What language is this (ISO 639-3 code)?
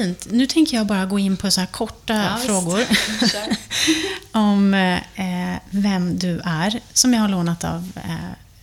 swe